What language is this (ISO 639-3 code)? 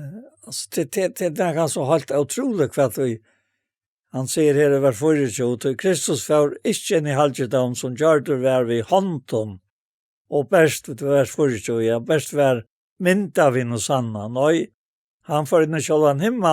fao